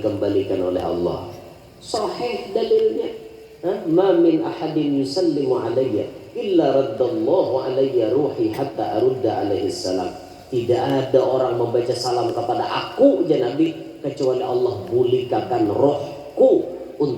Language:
Banjar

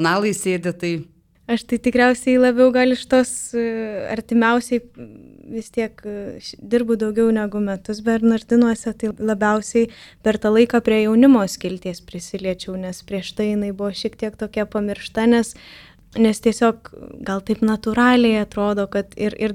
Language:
Lithuanian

